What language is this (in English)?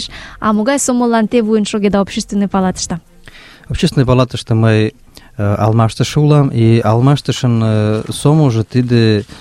Mari